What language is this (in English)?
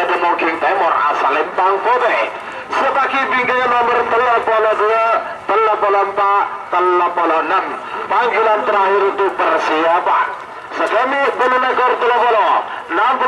Madurese